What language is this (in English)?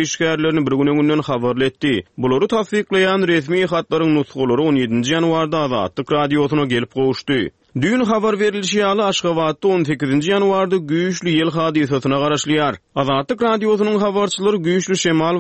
Turkmen